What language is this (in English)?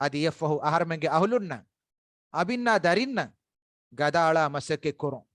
Divehi